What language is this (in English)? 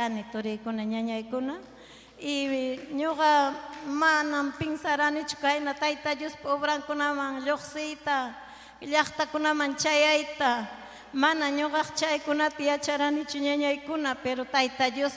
Ayacucho Quechua